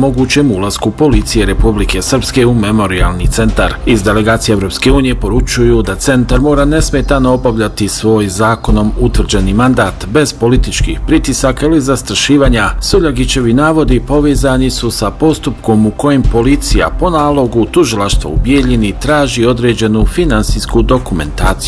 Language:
Bosnian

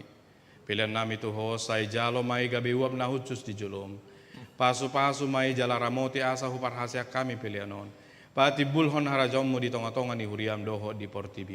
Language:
Batak Toba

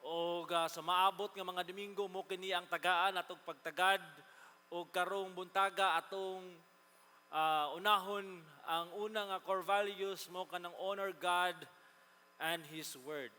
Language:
Cebuano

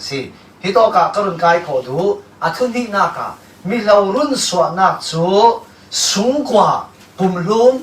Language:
Falam Chin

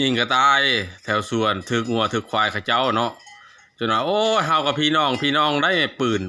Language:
Lao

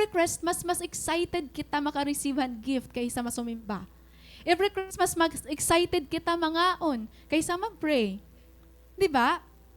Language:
Waray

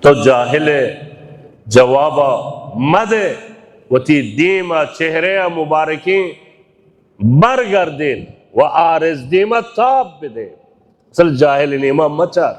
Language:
Baluchi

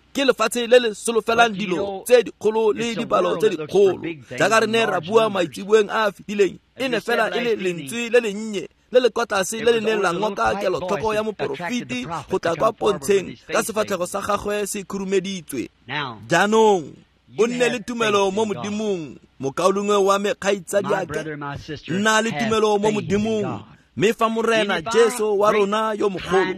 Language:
Tswana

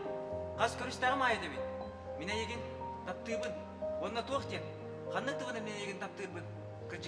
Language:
Yakut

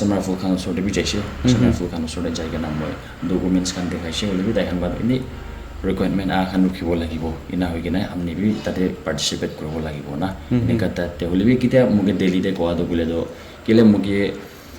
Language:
Naga Pidgin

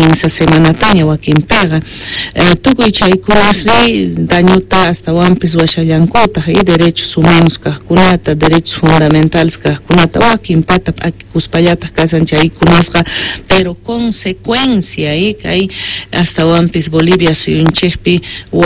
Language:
South Bolivian Quechua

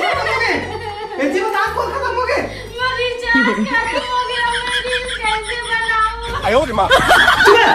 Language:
Chhattisgarhi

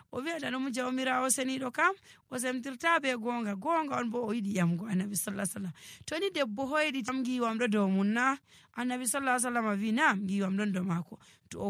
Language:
Nigerian Fulfulde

